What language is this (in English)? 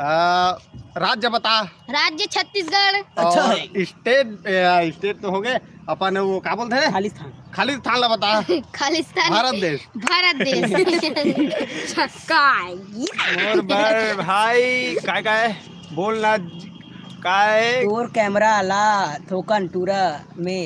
Chhattisgarhi